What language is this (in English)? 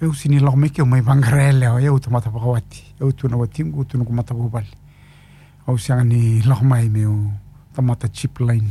Fijian